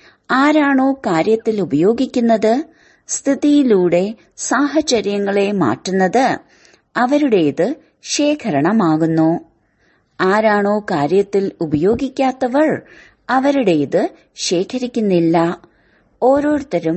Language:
Malayalam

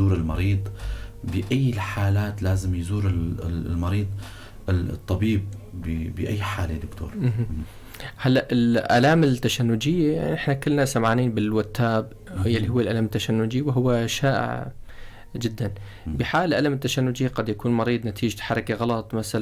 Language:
North Levantine Arabic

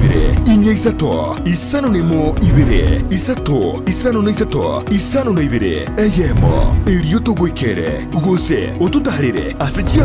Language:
Gusii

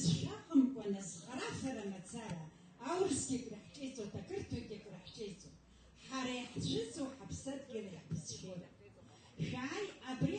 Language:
Abkhazian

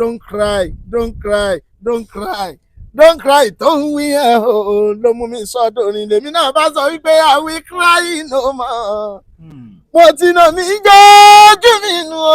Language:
Yoruba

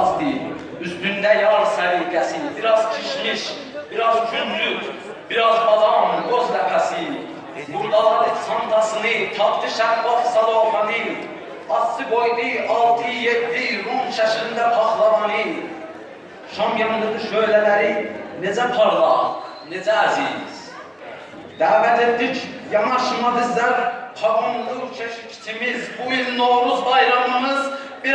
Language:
South Azerbaijani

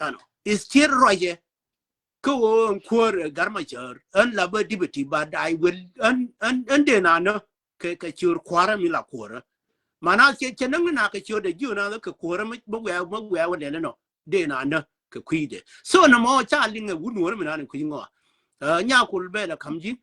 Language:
Nuer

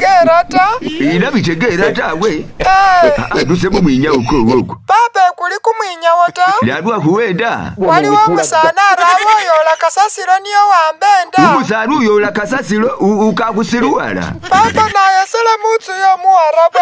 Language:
Masaaba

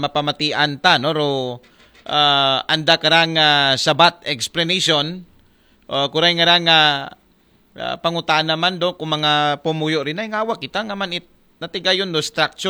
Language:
Aklanon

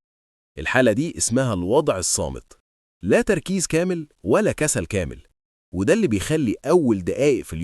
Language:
Egyptian Arabic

